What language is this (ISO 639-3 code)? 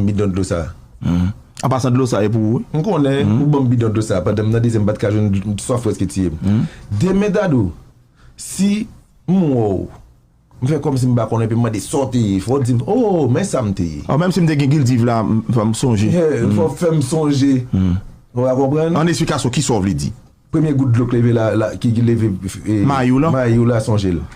hat